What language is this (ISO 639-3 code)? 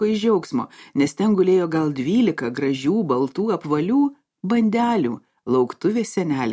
lit